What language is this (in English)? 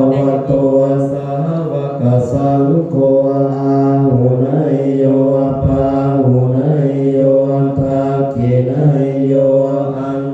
Pali